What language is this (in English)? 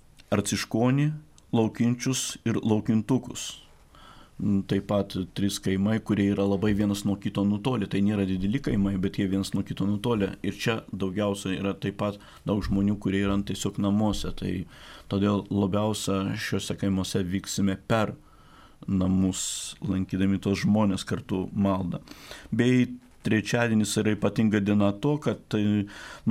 Lithuanian